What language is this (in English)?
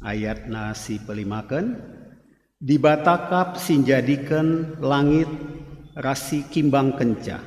Batak Karo